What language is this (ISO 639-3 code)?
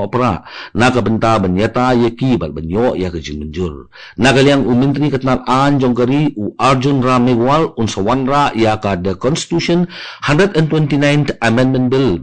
kha